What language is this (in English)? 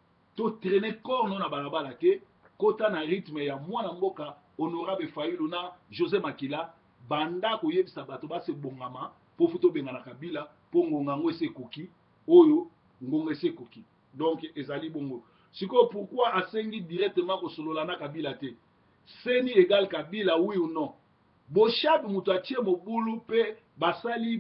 Lingala